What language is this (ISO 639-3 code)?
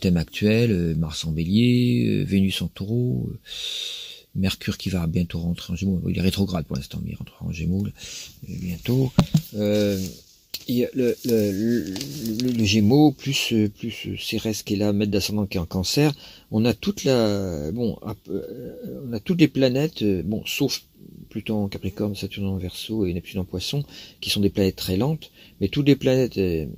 fra